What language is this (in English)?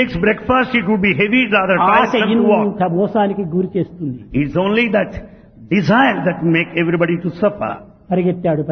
Telugu